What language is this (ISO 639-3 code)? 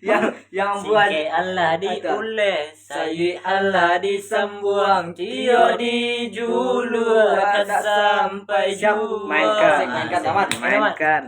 min